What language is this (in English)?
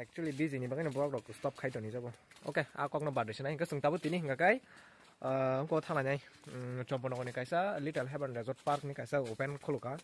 Kok Borok